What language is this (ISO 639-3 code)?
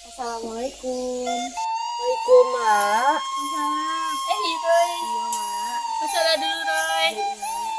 min